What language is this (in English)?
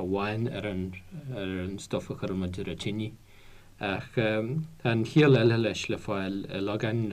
Irish